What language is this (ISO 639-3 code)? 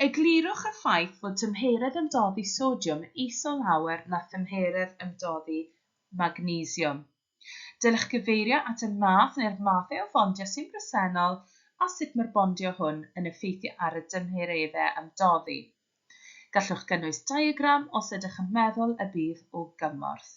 cym